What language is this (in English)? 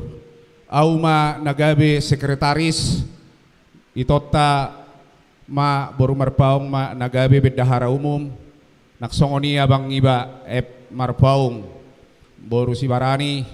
Batak Toba